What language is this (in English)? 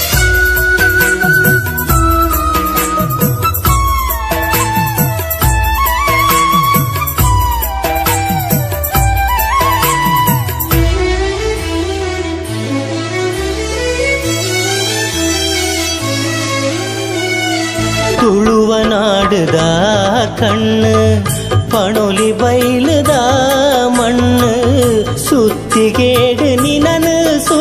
Tulu